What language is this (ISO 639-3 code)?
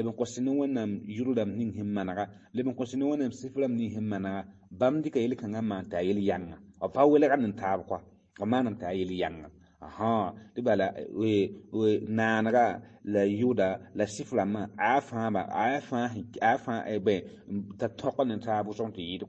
mos